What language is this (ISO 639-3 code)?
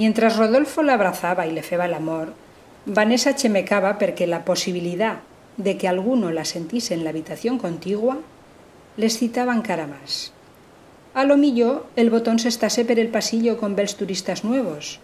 arg